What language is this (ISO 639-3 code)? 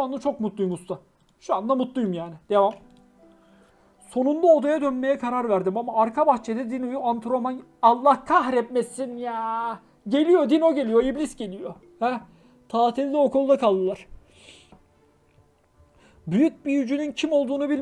tur